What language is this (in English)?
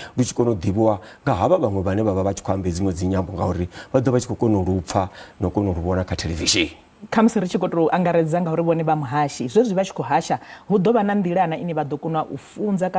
Venda